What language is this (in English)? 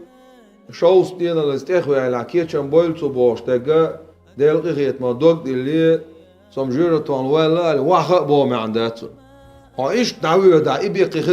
Chechen